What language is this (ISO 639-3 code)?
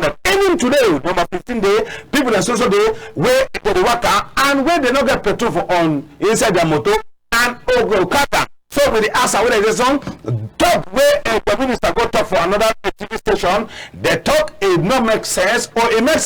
wes